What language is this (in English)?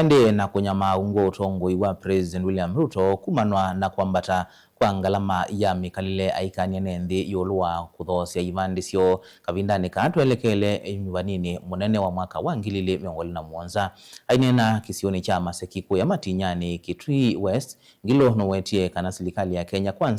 Kamba